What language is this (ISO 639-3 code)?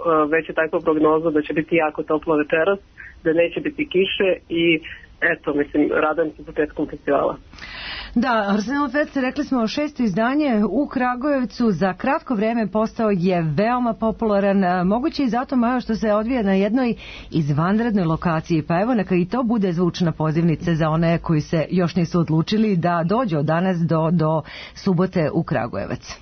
srp